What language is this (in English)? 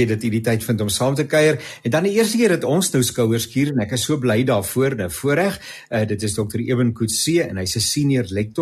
Afrikaans